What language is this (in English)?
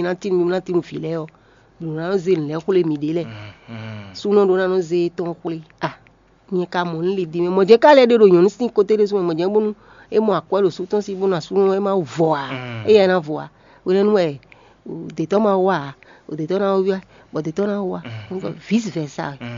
Fon